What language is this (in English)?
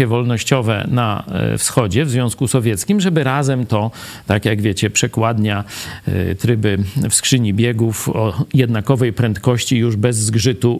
Polish